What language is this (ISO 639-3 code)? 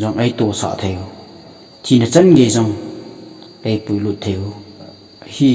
tcz